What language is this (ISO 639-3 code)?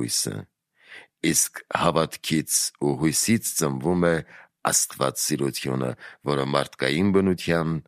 hye